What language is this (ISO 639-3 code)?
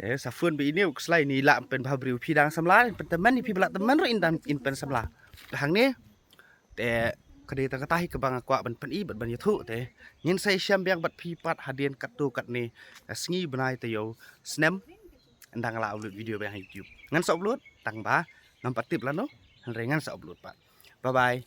kha